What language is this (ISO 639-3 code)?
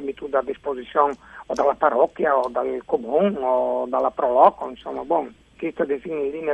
fur